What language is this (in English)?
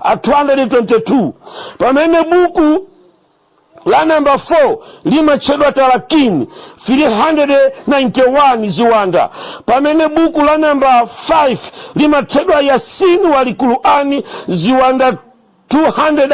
Nyanja